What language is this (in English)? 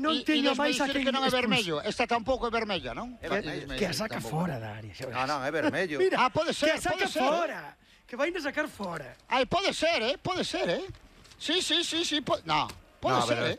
Galician